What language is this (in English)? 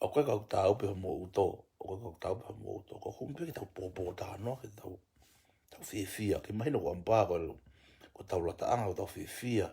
Tongan